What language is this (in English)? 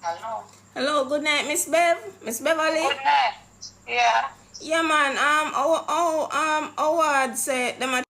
Jamaican Creole English